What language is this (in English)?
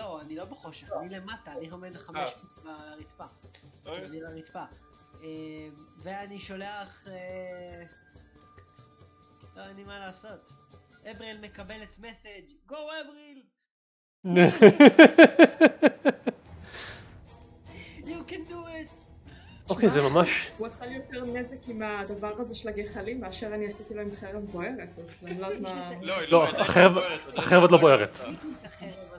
Hebrew